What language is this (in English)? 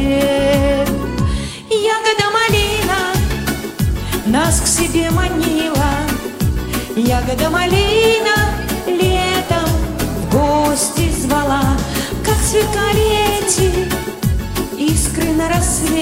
Russian